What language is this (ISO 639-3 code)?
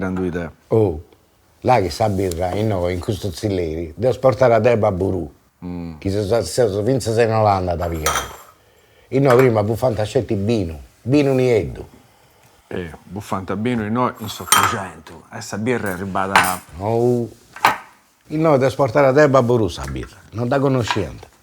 srd